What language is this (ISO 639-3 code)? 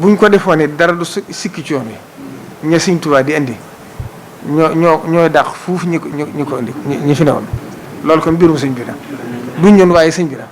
wol